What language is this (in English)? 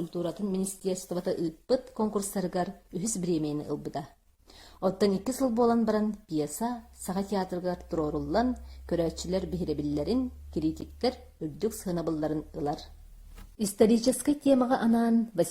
Yakut